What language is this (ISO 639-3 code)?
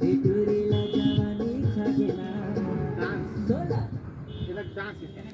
hne